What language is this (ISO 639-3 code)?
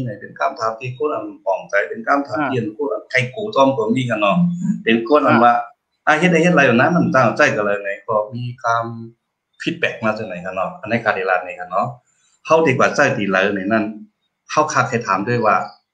shn